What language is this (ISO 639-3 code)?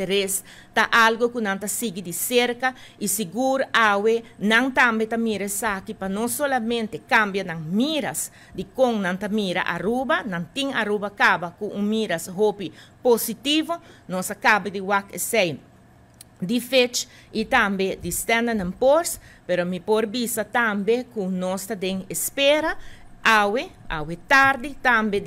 pap